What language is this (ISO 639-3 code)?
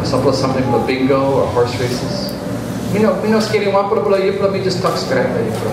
tpi